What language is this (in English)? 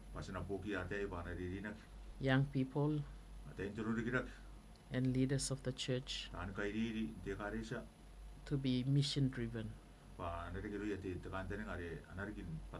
Gilbertese